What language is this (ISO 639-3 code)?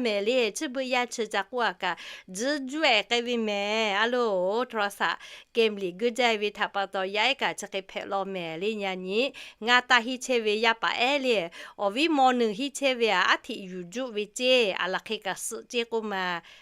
lhu